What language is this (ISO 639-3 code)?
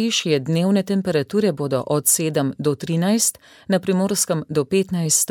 slv